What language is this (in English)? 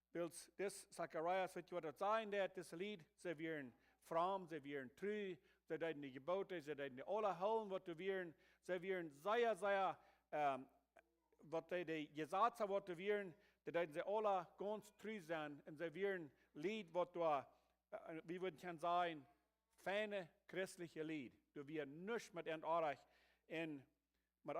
Plautdietsch